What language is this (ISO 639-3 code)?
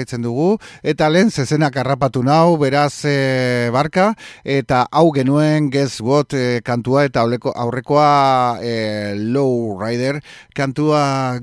eus